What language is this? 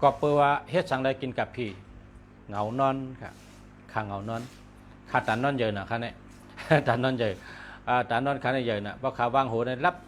Shan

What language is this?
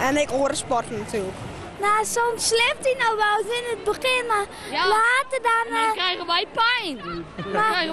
Western Frisian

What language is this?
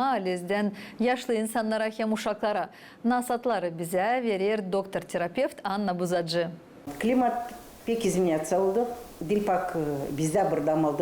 Gagauz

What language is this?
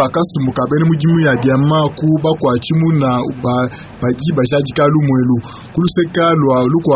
Luba-Lulua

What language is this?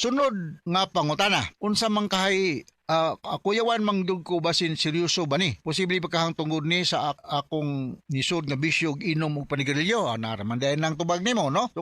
Cebuano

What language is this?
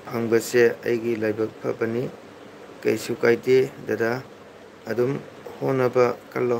Manipuri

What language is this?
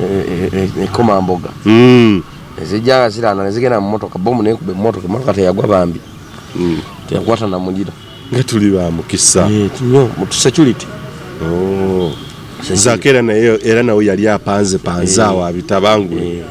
Ganda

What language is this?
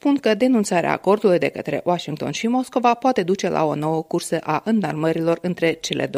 Romanian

